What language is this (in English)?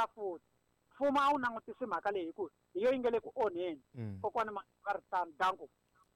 Tsonga